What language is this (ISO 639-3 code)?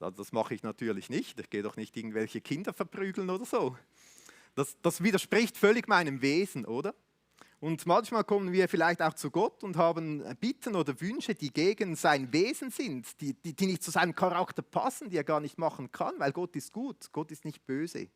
gsw